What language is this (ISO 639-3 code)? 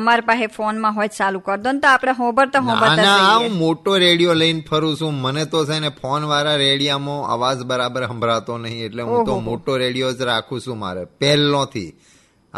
guj